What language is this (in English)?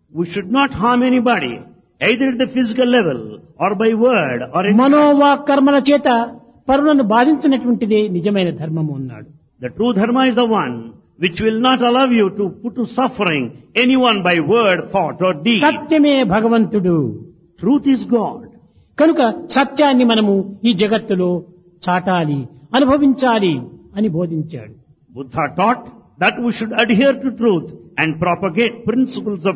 Telugu